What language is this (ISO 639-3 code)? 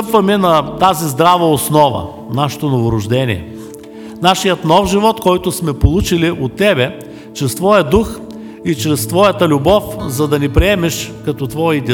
bul